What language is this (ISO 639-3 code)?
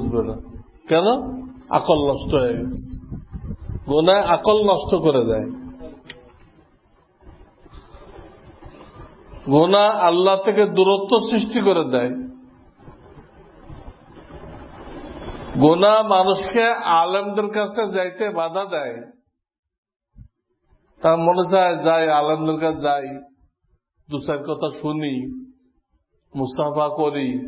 ben